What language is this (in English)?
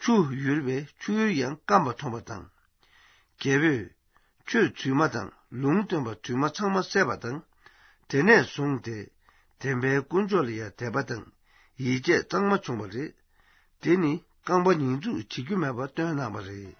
Tibetan